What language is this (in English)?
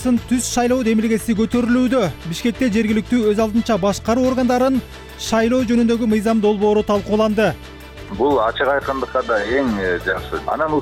Kyrgyz